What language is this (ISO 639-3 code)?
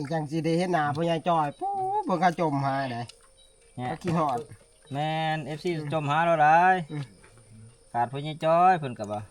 tts